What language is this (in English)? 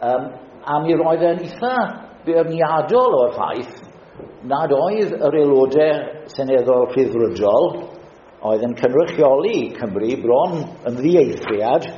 Welsh